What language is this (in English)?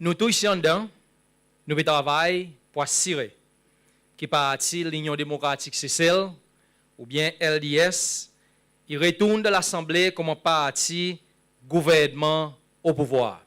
Seselwa Creole French